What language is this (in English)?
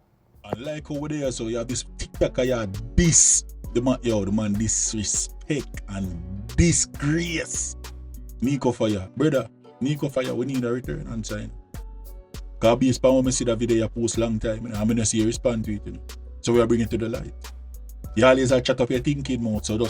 Jamaican Creole English